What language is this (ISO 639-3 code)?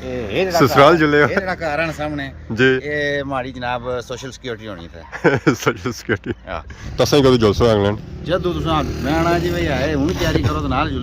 phr